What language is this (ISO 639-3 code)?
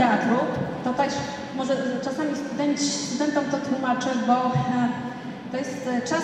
pol